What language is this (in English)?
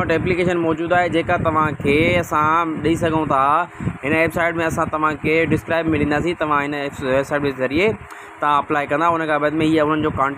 Sindhi